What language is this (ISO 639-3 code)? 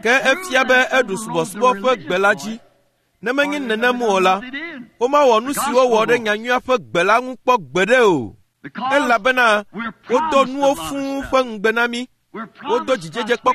ewe